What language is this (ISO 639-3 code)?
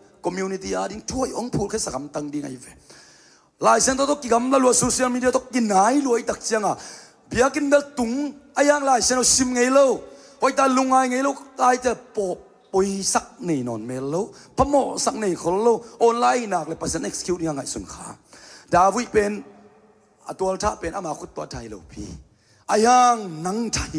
ctd